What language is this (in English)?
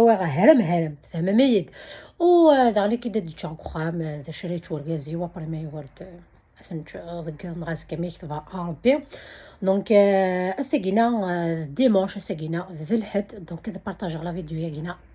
Kabyle